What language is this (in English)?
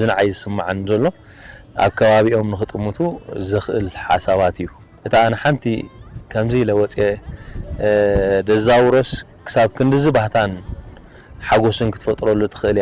Tigrinya